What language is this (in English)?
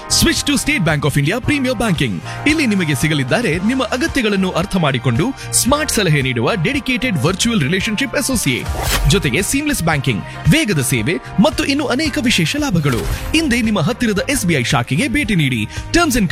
Kannada